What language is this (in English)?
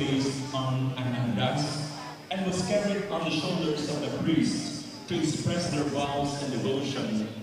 Bikol